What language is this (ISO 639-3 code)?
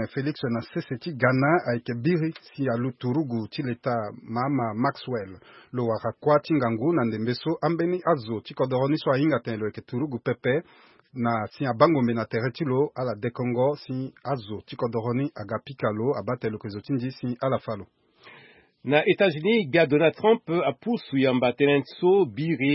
sag